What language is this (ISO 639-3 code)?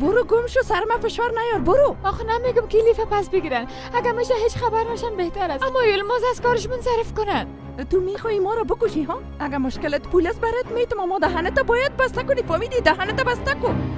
fas